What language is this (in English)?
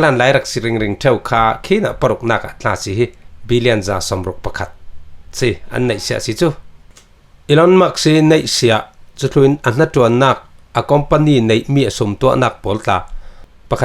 Falam Chin